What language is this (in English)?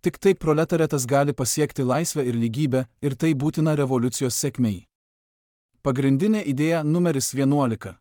Lithuanian